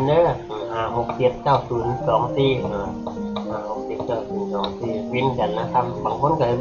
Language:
Northeastern Thai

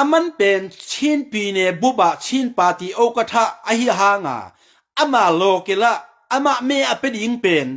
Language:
Tedim Chin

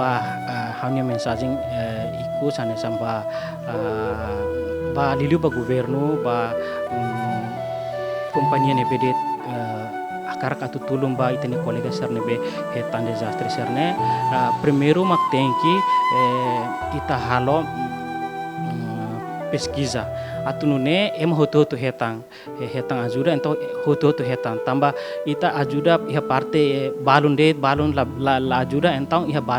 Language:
Tetum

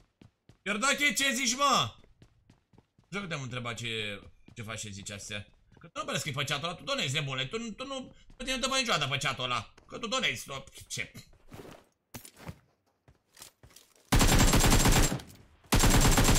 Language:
Romanian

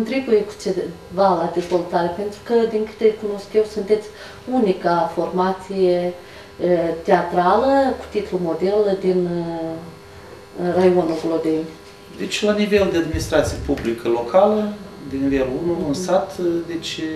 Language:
Romanian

